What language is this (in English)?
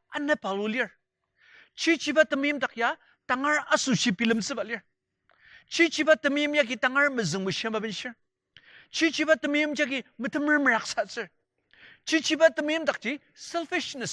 Ao Naga